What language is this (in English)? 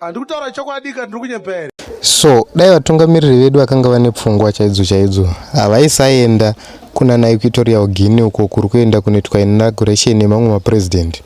Shona